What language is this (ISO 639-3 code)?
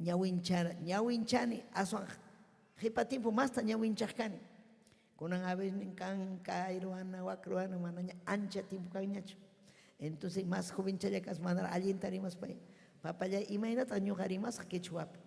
quy